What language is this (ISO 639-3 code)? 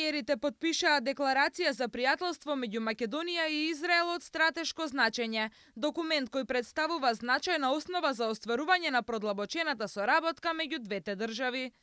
mkd